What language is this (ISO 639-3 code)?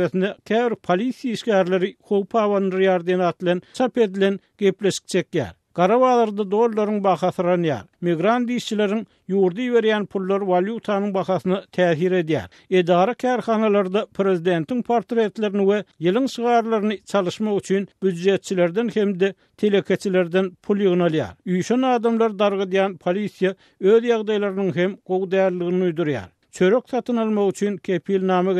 tuk